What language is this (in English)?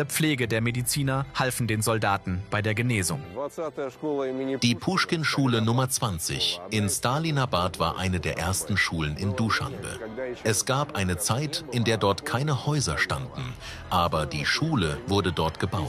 German